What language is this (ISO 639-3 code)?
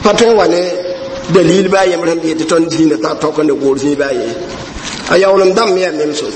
mos